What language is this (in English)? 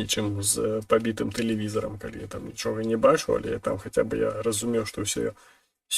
Belarusian